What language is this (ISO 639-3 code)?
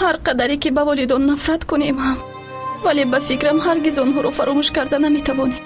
tgk